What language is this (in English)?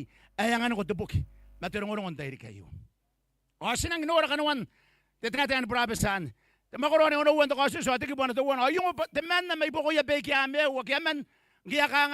Gilbertese